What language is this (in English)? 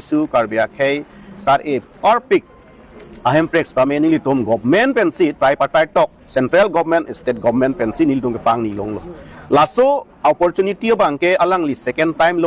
Karbi